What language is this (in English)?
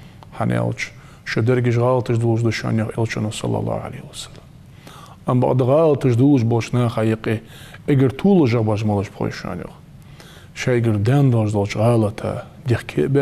Ingush